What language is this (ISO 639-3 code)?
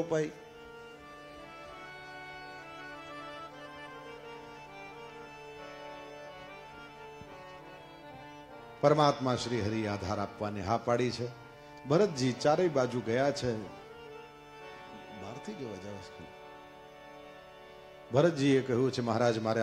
guj